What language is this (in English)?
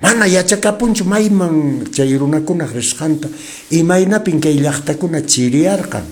Quechua